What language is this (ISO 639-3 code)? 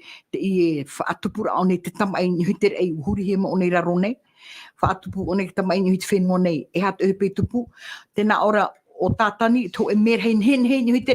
tah